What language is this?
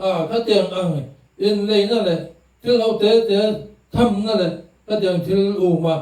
Mizo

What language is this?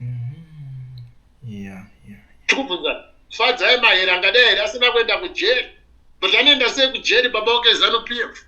Shona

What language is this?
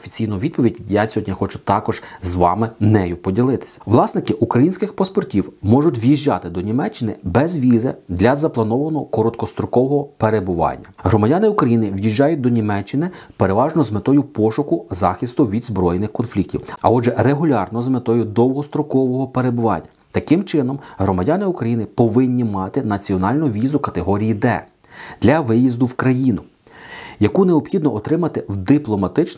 Ukrainian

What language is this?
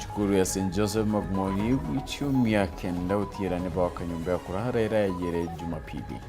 Meru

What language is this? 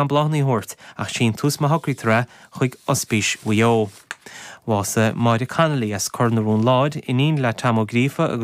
Irish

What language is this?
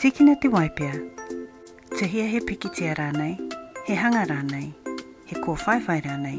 Māori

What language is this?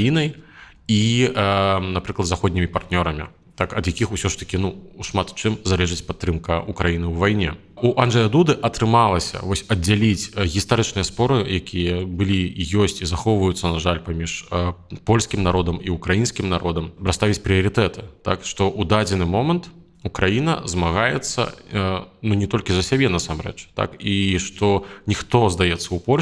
Belarusian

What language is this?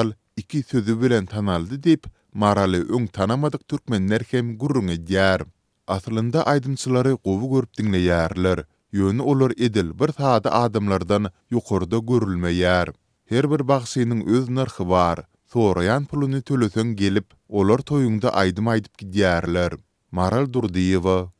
Turkmen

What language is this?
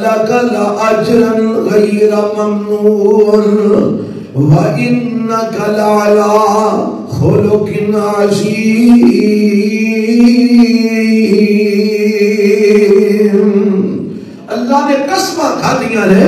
Urdu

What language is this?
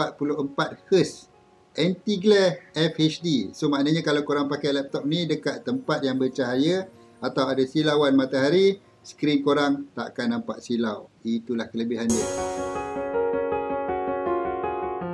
Malay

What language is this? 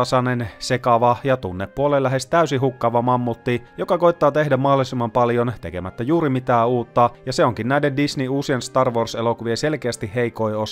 Finnish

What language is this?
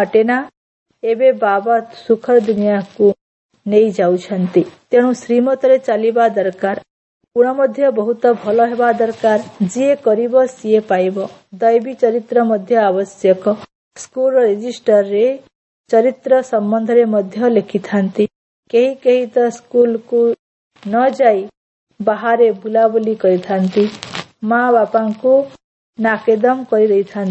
Odia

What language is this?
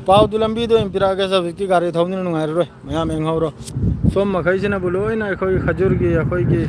Manipuri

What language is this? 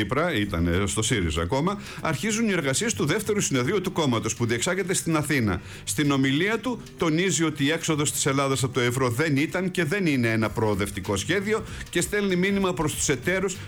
Greek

